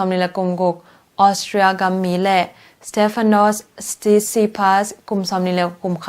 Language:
Tedim Chin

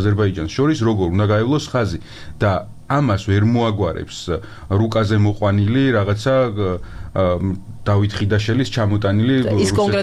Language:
Georgian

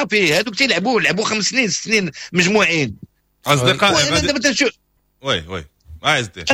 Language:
Moroccan Arabic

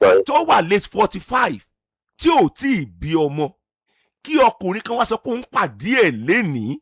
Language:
Yoruba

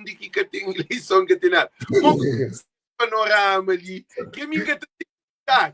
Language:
Kabuverdianu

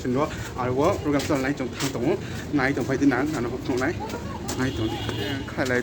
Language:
Kok Borok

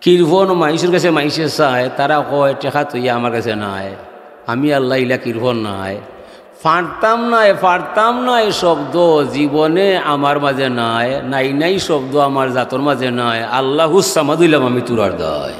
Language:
Sylheti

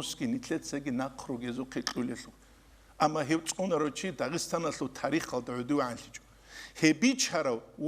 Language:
Avaric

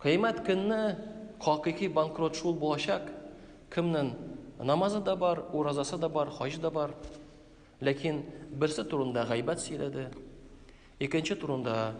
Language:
Tatar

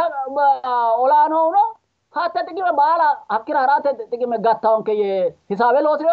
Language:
Sidamo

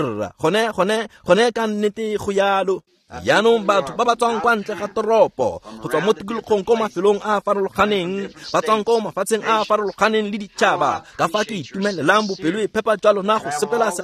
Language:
Tswana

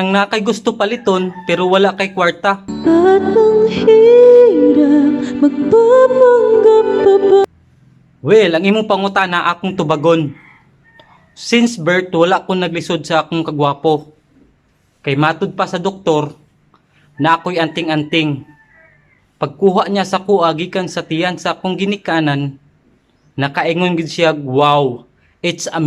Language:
Cebuano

